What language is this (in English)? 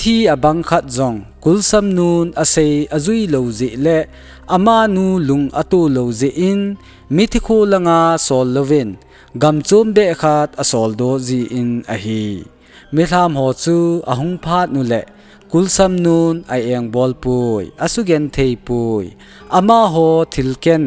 Thado Chin